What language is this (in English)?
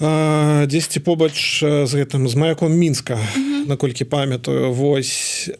Belarusian